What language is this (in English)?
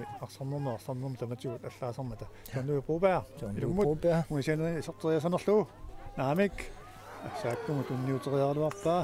Kalaallisut